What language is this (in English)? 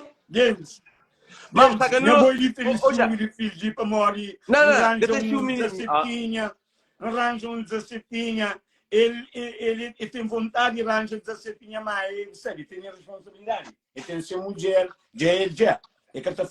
Kabuverdianu